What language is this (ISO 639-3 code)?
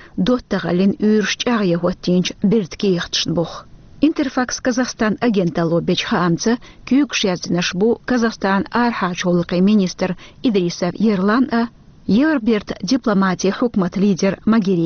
che